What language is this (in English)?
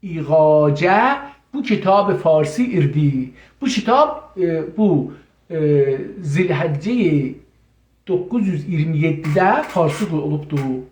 South Azerbaijani